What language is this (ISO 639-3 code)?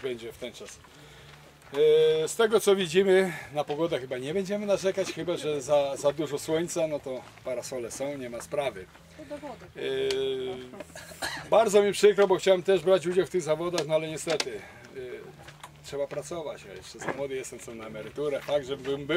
pol